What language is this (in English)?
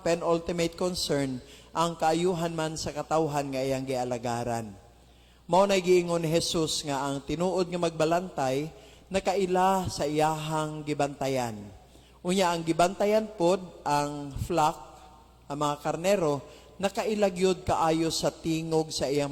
Cebuano